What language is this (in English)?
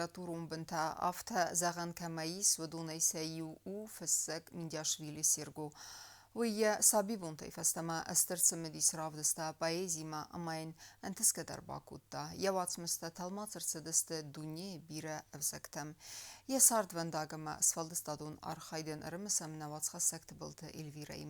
Ossetic